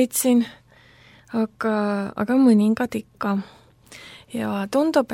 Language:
Estonian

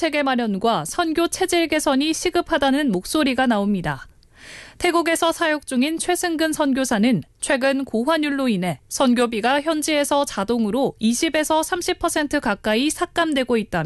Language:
Korean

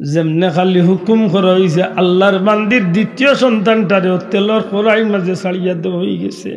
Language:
Sylheti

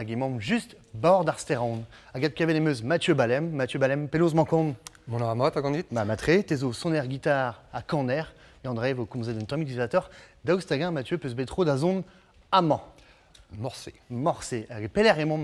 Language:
Breton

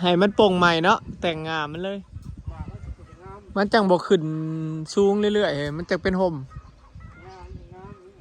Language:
Northeastern Thai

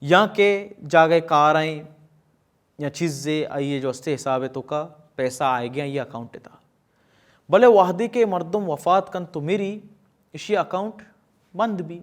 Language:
Baluchi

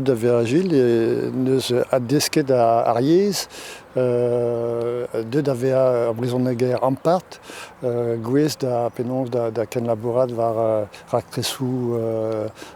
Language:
Breton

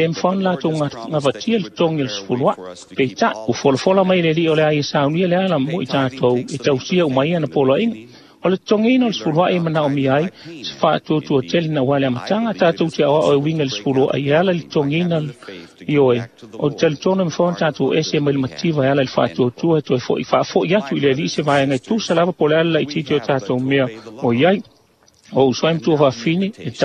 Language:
Samoan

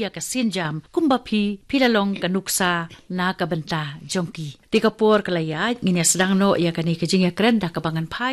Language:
Khasi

